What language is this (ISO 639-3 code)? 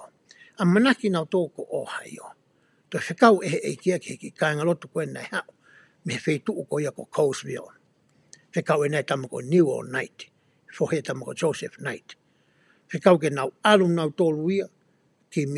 ton